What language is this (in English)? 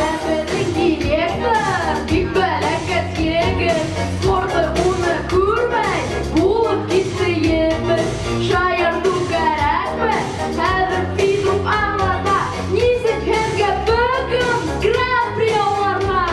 Bashkir